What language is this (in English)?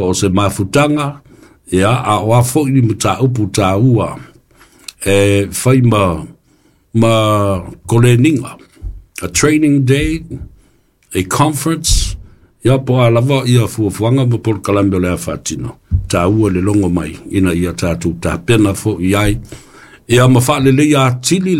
Samoan